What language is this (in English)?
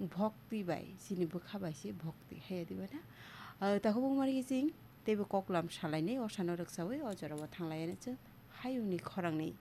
Kok Borok